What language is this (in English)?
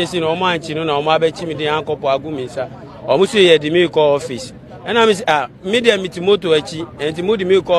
Akan